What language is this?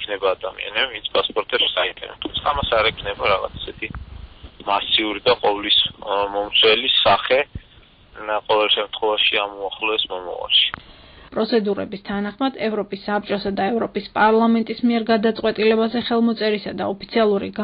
Georgian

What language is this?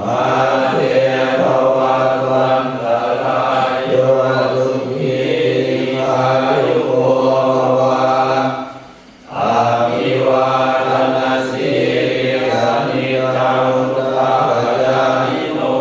Pali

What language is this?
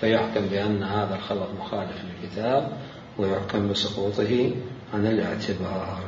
Mesopotamian Arabic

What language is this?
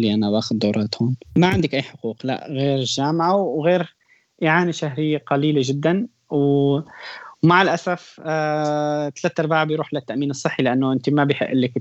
North Levantine Arabic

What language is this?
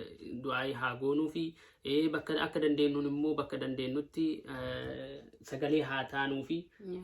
Oromo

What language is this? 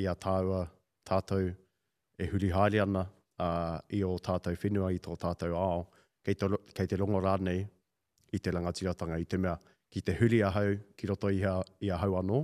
Māori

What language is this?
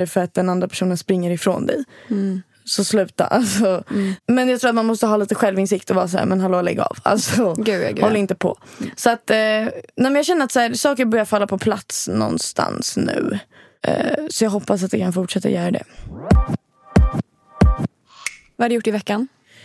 Swedish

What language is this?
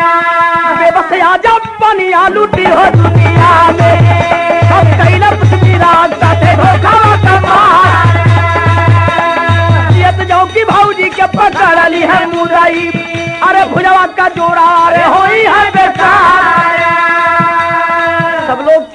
Bhojpuri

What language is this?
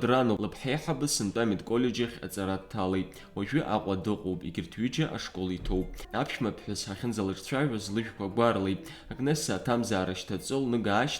Abkhazian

